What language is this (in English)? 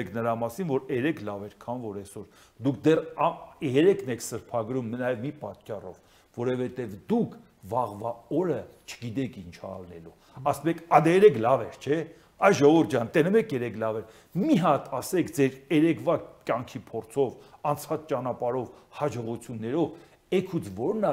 Armenian